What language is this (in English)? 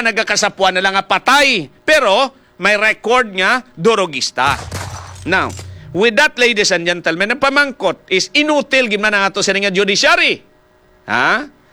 Hiligaynon